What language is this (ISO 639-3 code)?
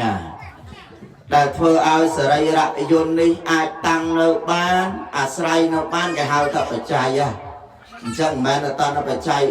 khm